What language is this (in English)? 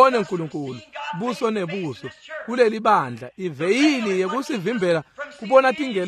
Swati